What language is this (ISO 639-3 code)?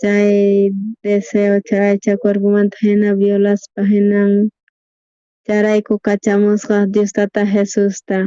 quh